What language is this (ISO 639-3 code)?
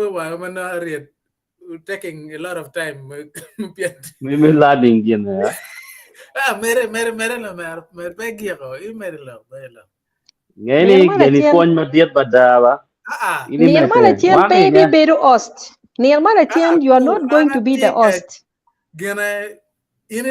ach